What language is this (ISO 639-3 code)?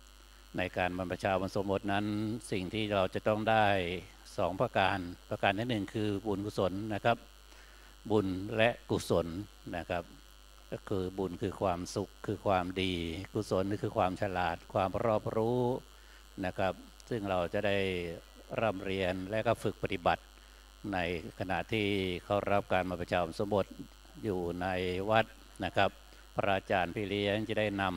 tha